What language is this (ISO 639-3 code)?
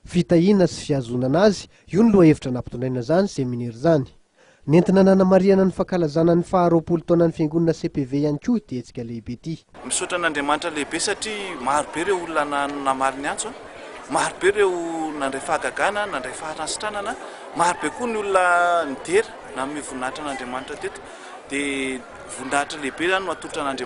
mlg